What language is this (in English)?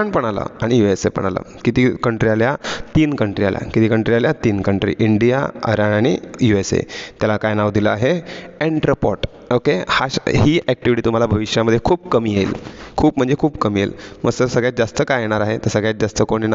Marathi